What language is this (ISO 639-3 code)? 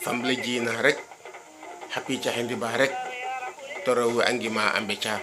srr